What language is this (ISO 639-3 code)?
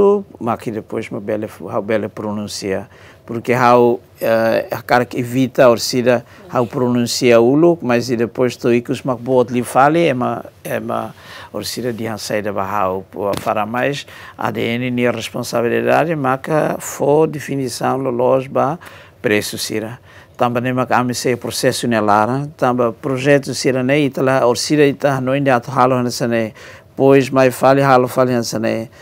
tet